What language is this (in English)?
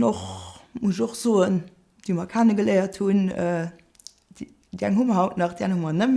Luxembourgish